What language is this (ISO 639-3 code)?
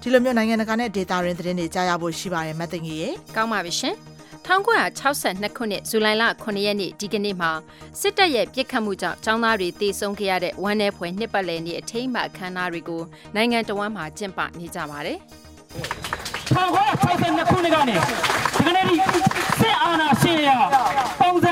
mya